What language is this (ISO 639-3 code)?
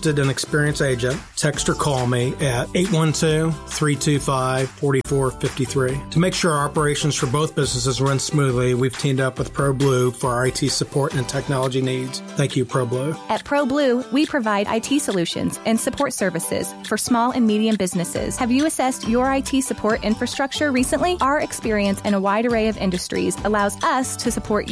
eng